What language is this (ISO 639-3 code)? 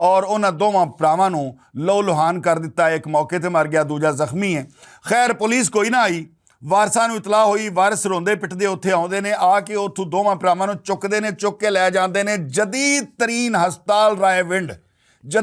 lah